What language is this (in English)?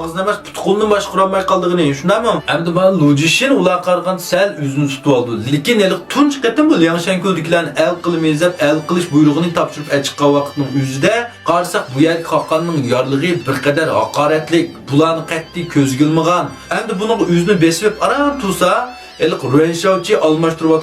Uyghur